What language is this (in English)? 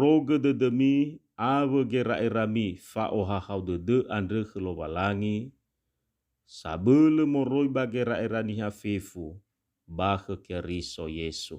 Nias